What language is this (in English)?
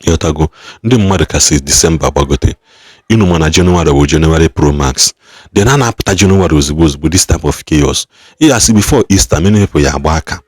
Igbo